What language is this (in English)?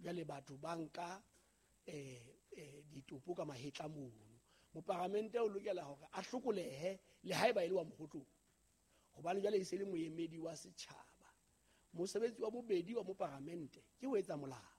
Southern Sotho